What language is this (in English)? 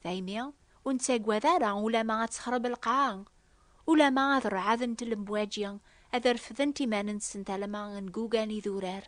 Kabyle